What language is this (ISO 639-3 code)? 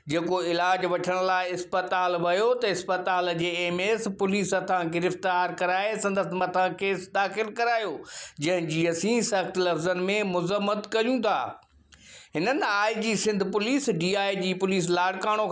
snd